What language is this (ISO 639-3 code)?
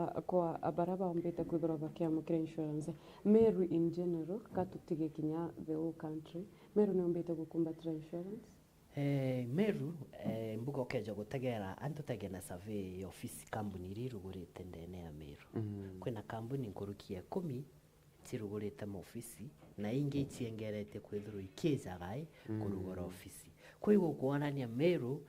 mer